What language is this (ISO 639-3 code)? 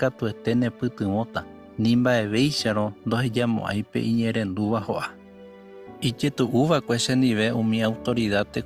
grn